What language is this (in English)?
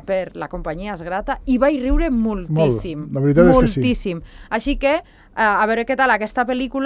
Catalan